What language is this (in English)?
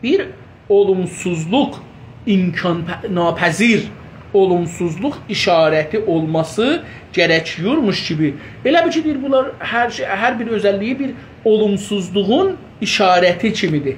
South Azerbaijani